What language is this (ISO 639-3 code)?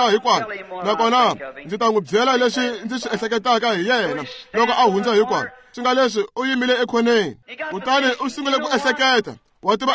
tso